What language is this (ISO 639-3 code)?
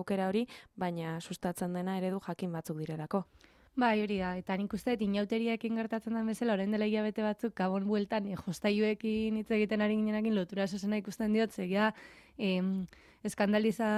eus